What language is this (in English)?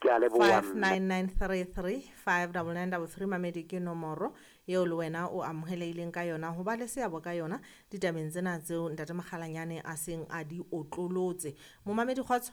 Southern Sotho